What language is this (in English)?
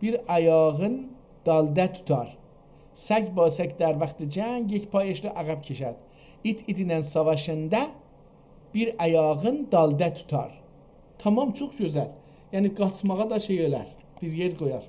South Azerbaijani